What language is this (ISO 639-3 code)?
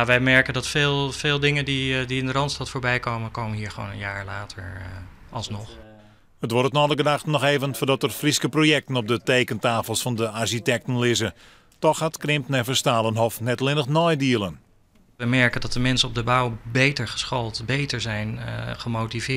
fry